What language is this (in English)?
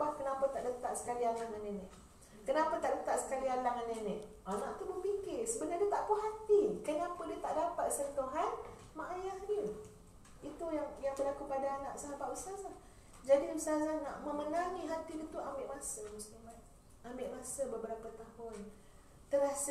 Malay